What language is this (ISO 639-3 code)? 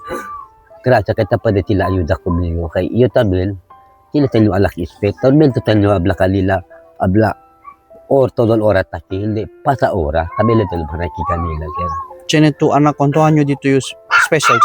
cbk